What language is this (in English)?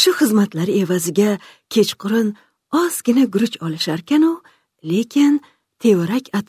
Uzbek